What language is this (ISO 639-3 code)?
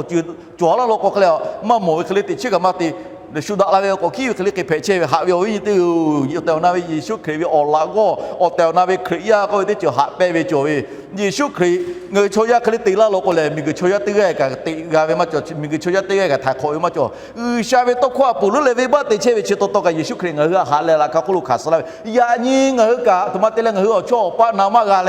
lhu